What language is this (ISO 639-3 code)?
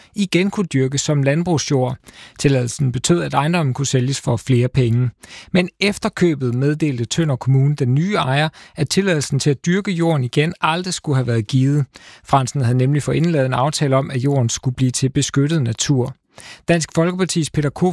dan